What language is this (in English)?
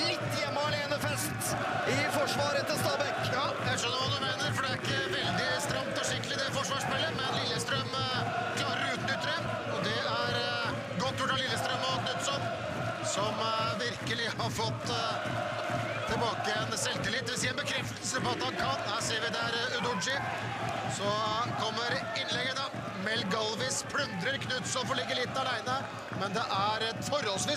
Norwegian